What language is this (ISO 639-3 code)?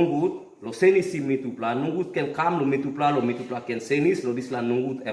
tpi